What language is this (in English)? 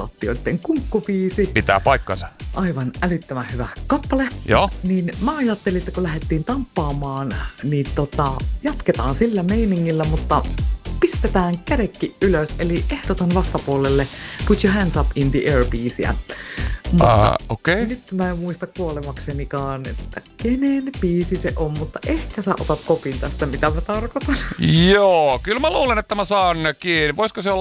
Finnish